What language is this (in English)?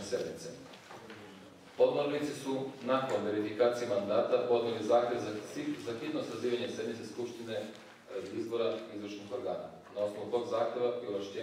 Serbian